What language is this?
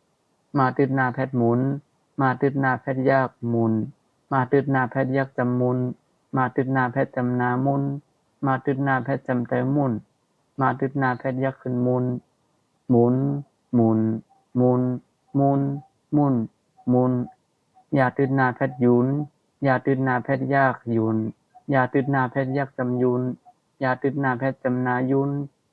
Shan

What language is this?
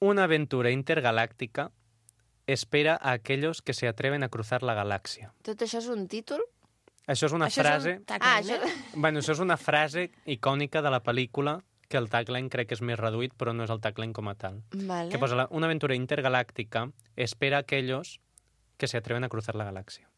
Catalan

